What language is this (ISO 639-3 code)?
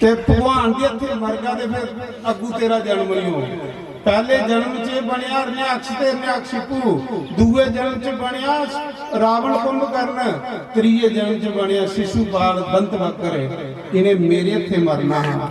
doi